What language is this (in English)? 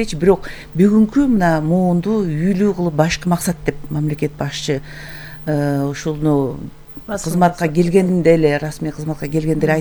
Kyrgyz